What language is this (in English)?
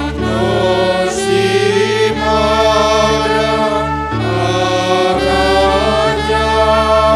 Batak Simalungun